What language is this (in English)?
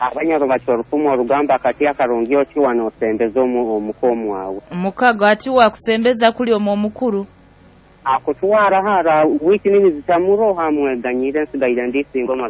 Nyoro